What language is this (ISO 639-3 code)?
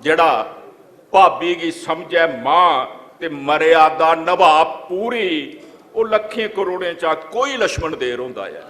doi